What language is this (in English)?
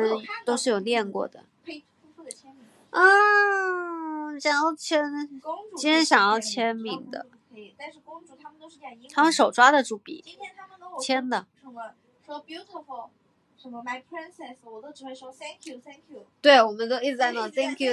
Chinese